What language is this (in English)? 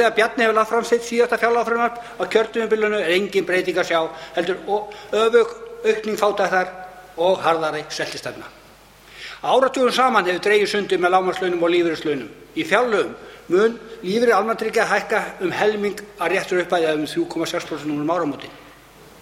Icelandic